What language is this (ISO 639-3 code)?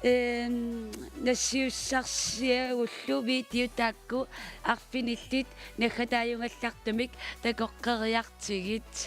kal